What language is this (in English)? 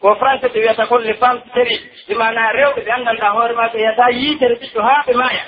Pular